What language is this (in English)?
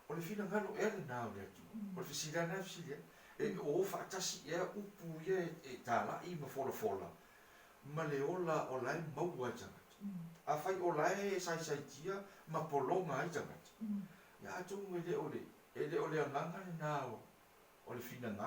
Samoan